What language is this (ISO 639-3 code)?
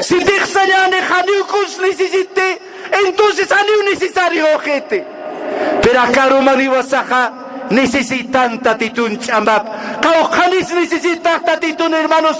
aym